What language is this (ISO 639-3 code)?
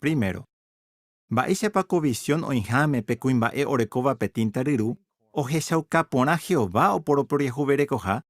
grn